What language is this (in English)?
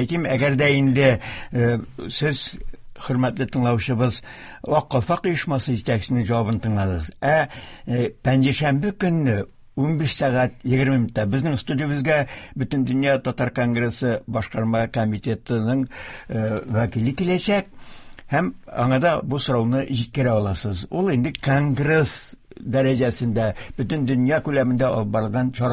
Tatar